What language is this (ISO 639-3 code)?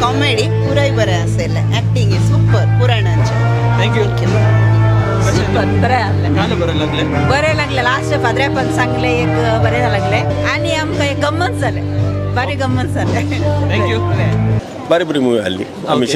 kok